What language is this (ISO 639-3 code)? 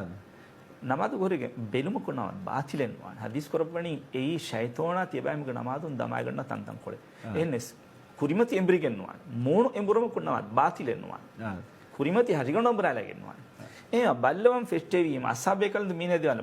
div